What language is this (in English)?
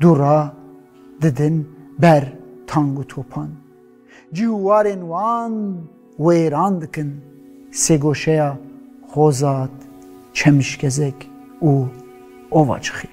Kurdish